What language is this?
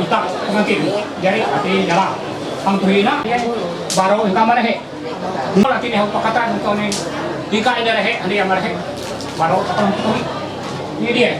Ma'anyan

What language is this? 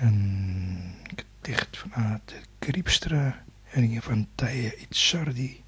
Western Frisian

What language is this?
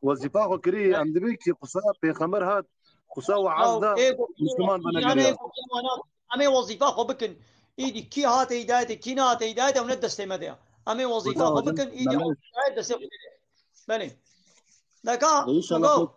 Kurdish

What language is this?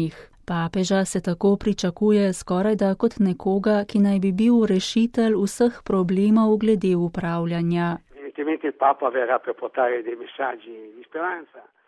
Slovenian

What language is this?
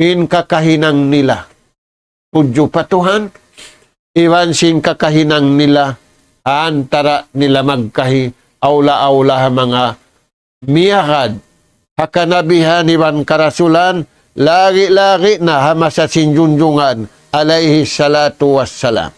Tausug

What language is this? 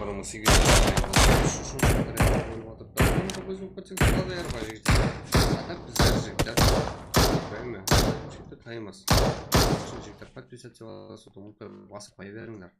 Kara-Kalpak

